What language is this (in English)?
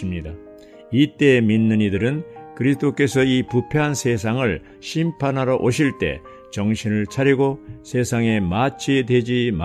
Korean